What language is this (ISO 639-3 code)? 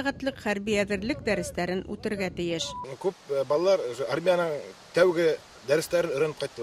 bak